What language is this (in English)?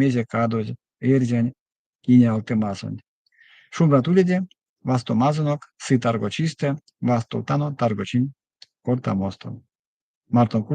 Erzya